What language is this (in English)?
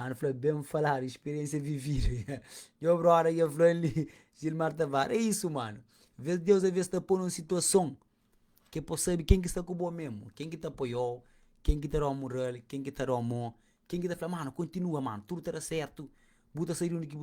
Kabuverdianu